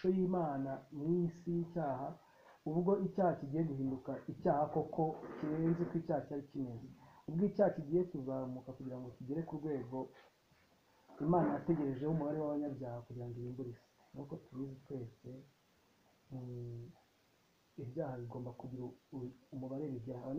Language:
Kinyarwanda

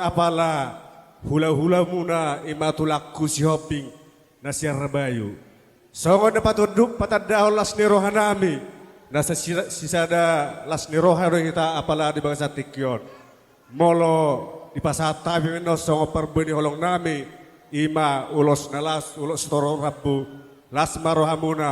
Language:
Batak Toba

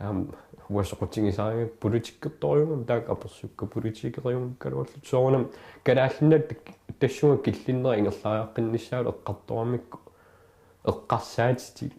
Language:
Kalaallisut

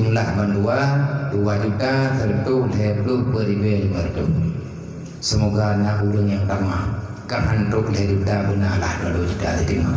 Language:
Achinese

